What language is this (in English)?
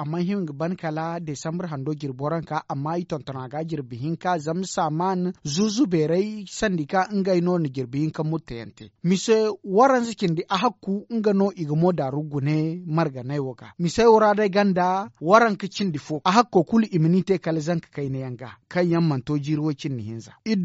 Zarma